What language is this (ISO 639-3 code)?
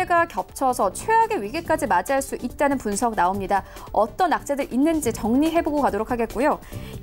kor